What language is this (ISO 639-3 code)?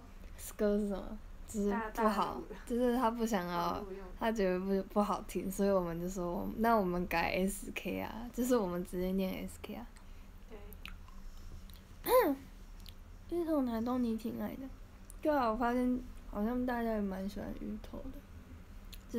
zho